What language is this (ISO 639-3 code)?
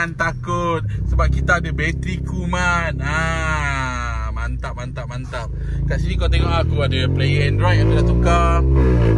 msa